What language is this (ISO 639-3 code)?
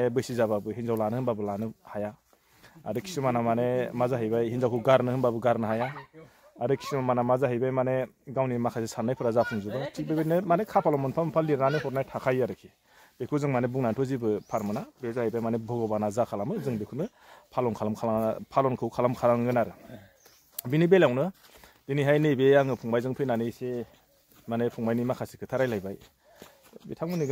brx